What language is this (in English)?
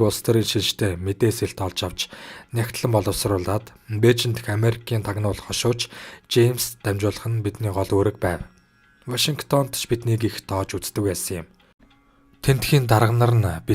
Mongolian